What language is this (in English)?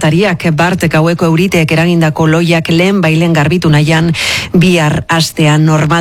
Basque